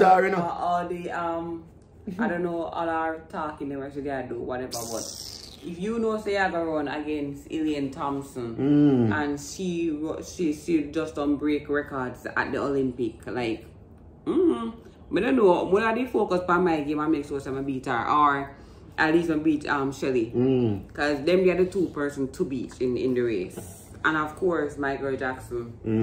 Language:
Jamaican Creole English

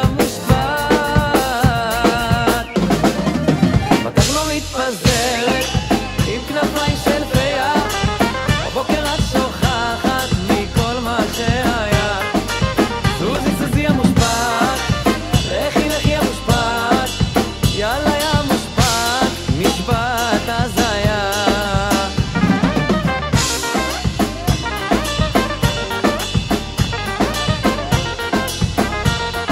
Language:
Hebrew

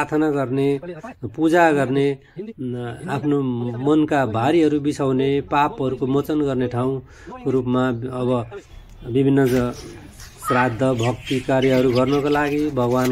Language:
Nepali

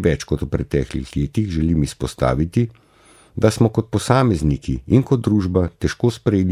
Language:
Slovenian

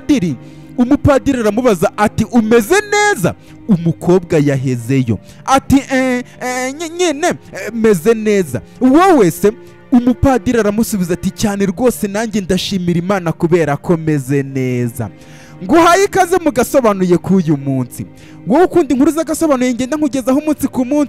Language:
Kinyarwanda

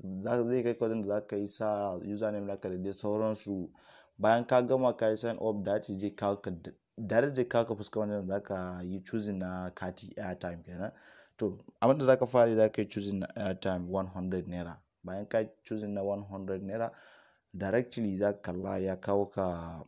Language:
Hausa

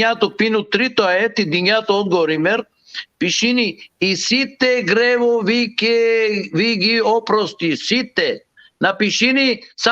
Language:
Balkan Romani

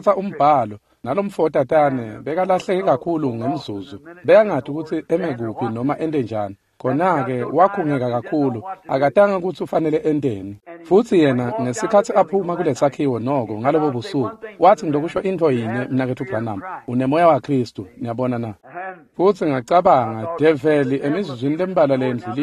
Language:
Swati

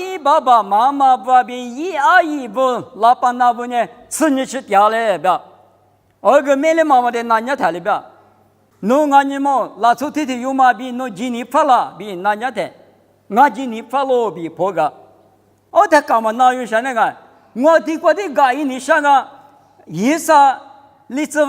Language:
Lisu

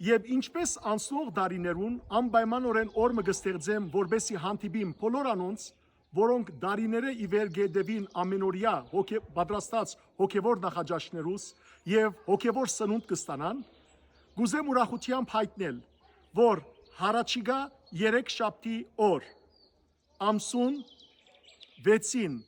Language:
Western Armenian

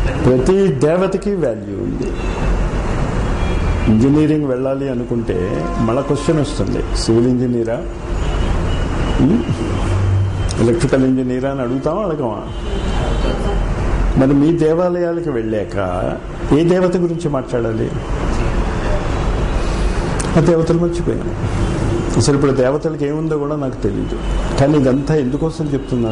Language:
Telugu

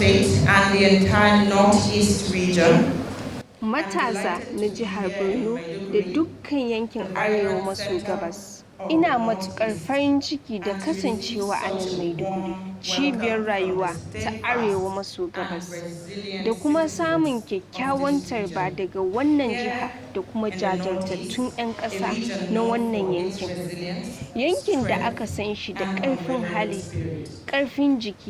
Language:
Hausa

